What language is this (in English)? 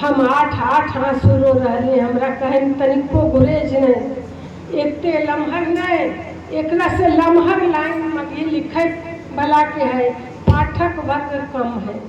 Magahi